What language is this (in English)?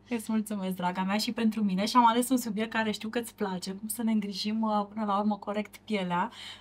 Romanian